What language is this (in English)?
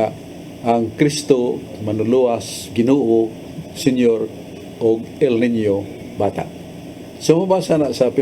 Cebuano